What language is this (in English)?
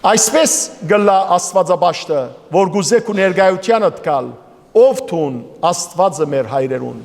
Western Armenian